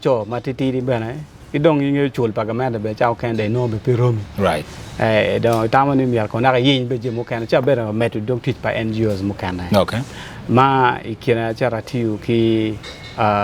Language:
Acoli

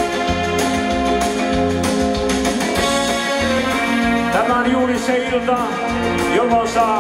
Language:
Finnish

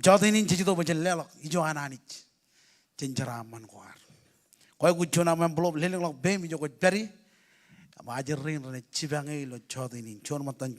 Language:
Marshallese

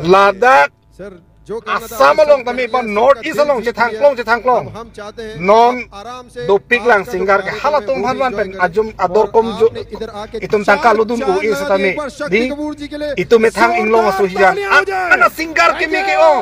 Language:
Karbi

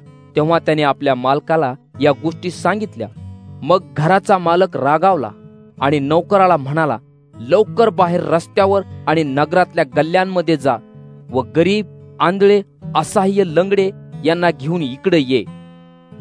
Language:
Marathi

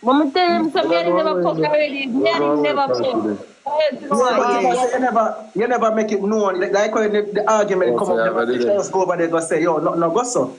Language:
Jamaican Creole English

